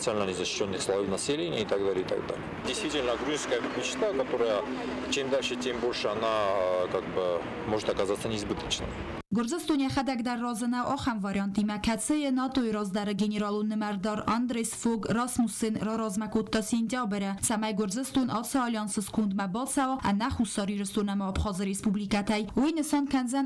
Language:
Ossetic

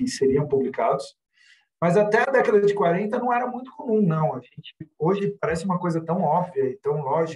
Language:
Portuguese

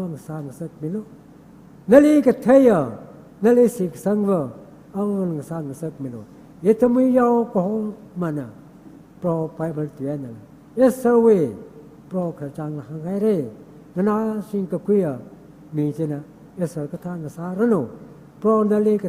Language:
Tangkhul Naga (India)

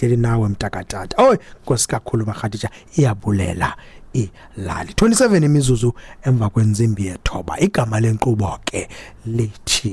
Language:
Xhosa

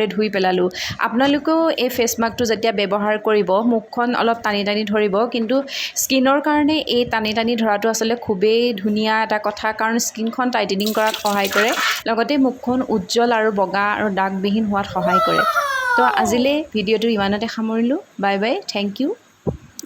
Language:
Assamese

